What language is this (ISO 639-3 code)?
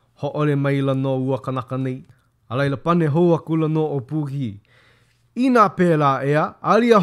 haw